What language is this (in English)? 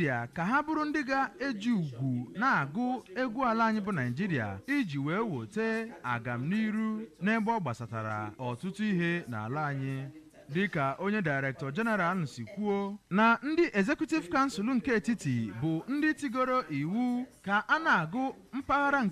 Igbo